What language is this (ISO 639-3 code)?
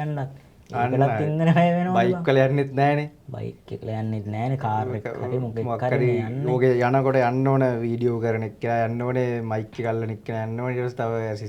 sin